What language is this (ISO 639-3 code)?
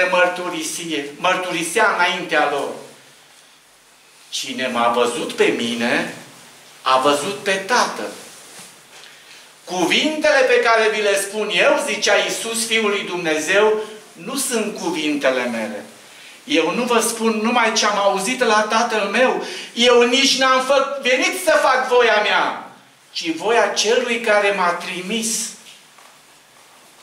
ron